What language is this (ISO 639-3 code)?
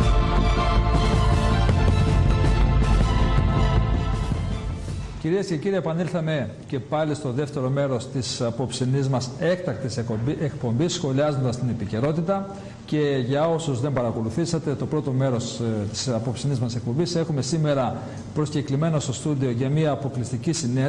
ell